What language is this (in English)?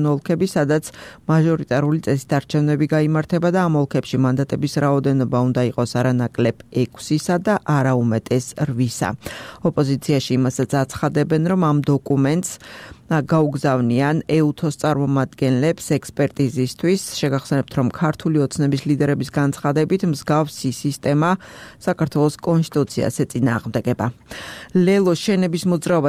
Georgian